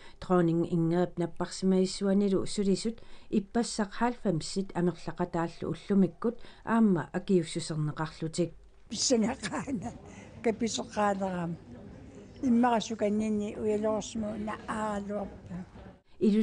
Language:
Kalaallisut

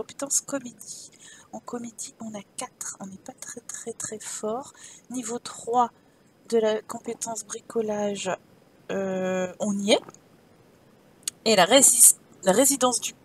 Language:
French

